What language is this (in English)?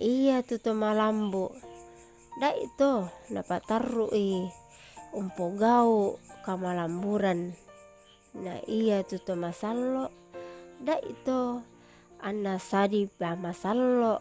Toraja-Sa'dan